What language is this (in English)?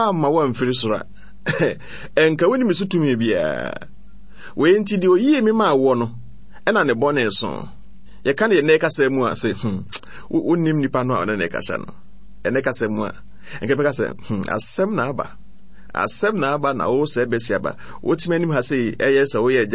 Akan